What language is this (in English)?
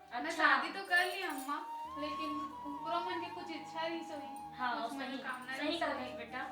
Chhattisgarhi